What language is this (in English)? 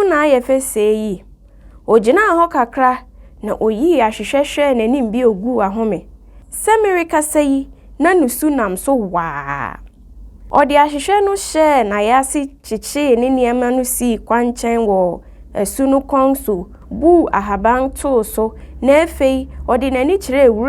Akan